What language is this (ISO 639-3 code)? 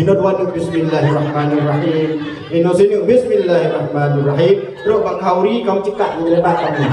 ace